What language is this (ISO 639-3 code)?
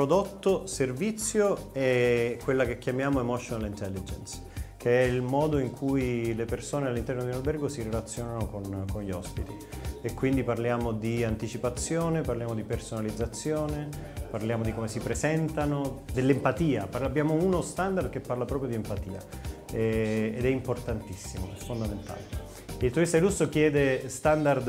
ita